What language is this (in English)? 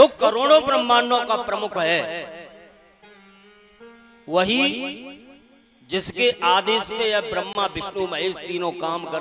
Hindi